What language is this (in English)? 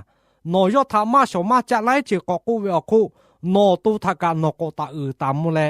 Lahu